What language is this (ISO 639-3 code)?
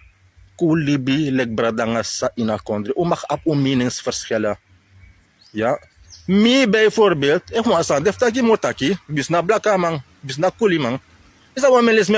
srn